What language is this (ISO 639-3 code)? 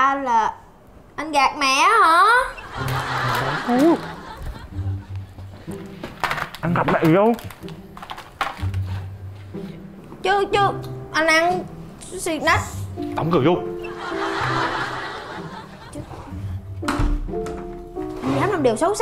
vie